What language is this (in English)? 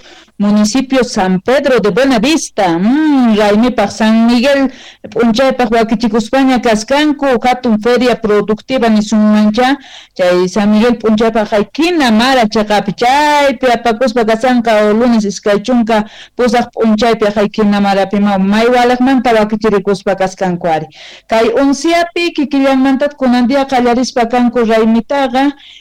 South Bolivian Quechua